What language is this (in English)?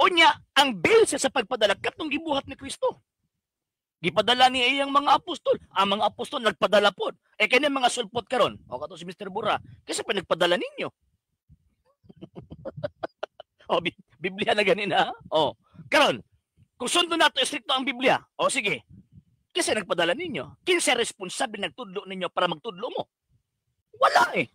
Cebuano